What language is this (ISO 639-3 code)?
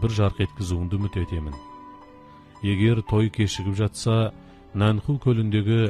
kaz